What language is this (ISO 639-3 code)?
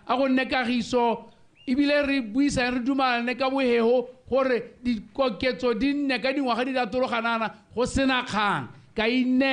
tsn